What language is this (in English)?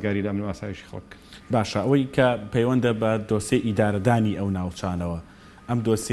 Central Kurdish